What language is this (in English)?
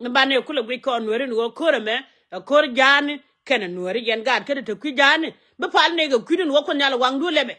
Nuer